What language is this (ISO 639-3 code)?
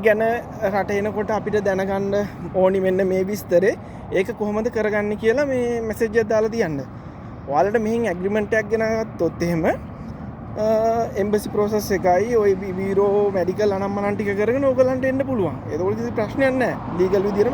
sin